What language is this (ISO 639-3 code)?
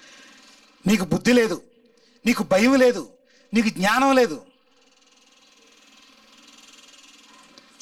tel